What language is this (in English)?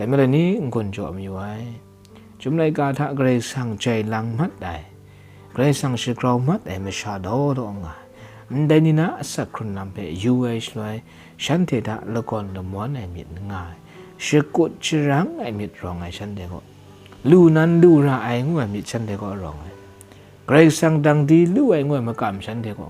Kachin